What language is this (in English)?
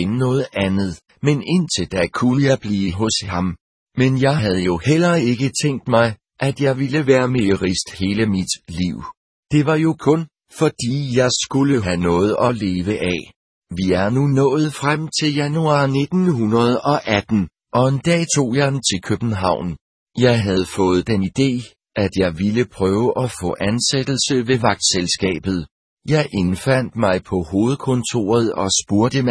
Danish